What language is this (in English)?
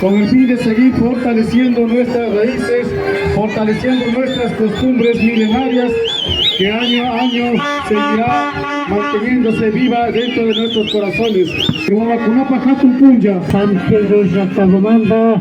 Imbabura Highland Quichua